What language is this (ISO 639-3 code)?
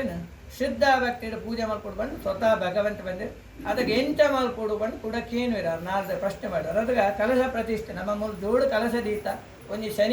tcy